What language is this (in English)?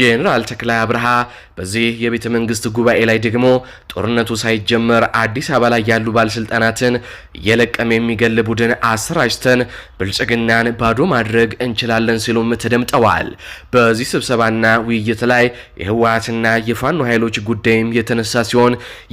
Amharic